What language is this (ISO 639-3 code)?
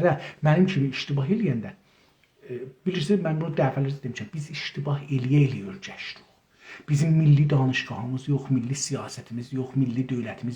azb